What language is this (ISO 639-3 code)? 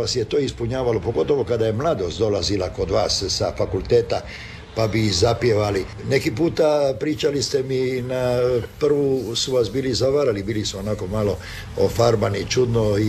hrv